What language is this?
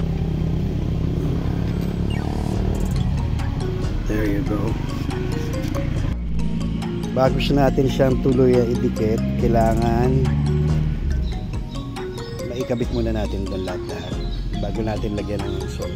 Filipino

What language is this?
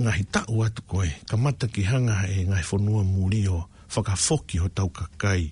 Tongan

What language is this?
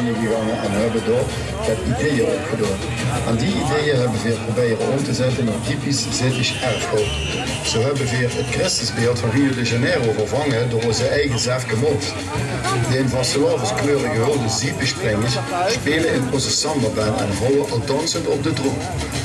Limburgish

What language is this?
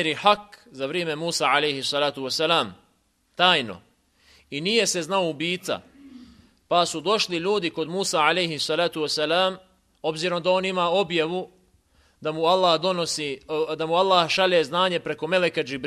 Bosnian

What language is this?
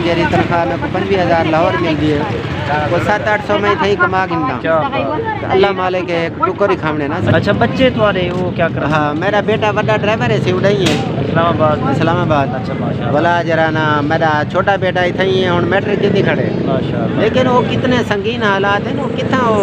Saraiki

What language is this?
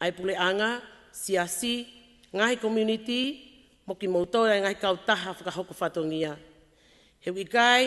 Tongan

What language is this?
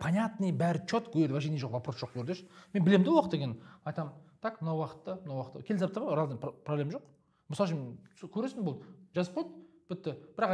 Kazakh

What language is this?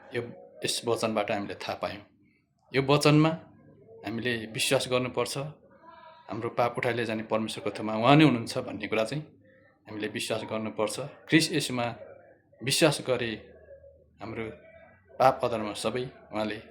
Nepali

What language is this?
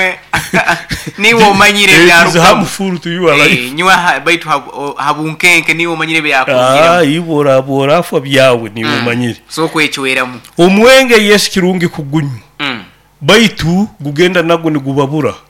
Nyoro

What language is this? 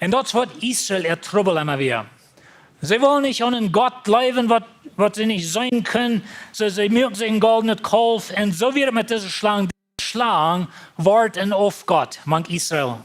Plautdietsch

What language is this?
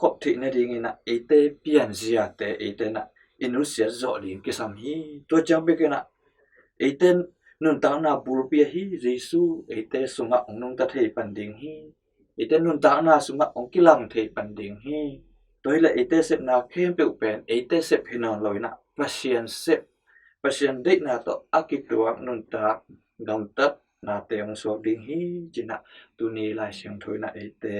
Tedim Chin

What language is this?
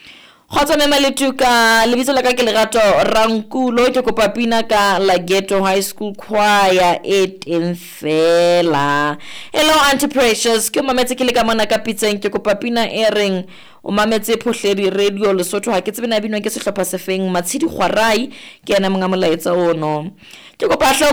Southern Sotho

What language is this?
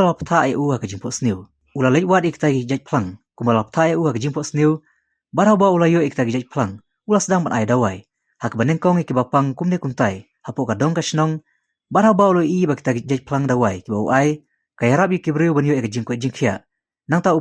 Khasi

